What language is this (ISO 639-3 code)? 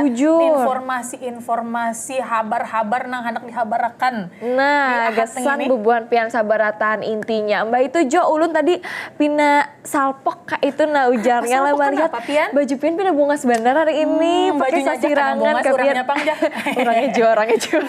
bjn